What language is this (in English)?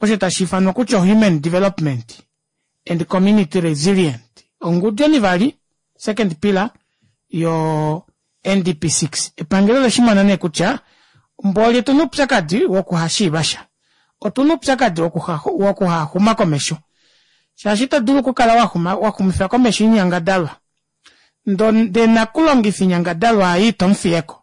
Kuanyama